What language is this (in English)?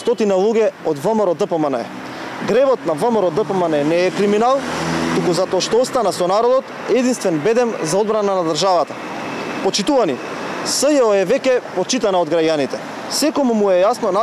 Macedonian